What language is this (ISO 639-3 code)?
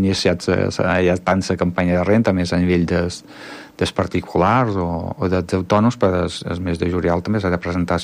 cat